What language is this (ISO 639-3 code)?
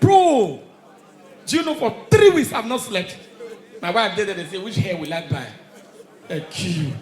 pcm